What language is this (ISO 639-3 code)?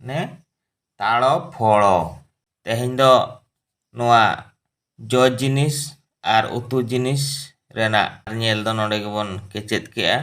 sat